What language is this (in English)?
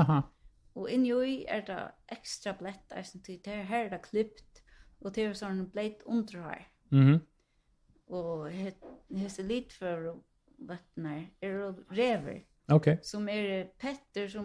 Faroese